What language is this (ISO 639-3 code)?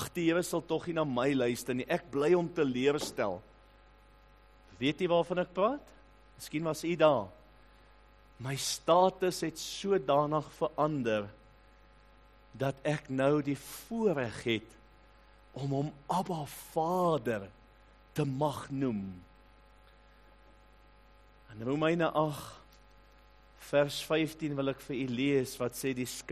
afr